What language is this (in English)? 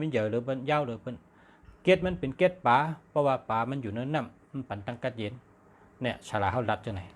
Shan